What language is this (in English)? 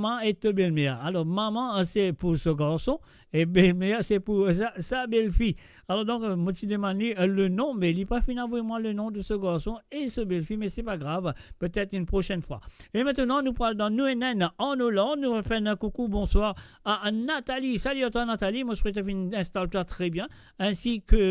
Morisyen